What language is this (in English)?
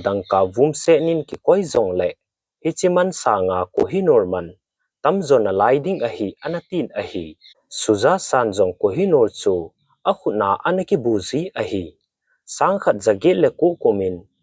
Thado Chin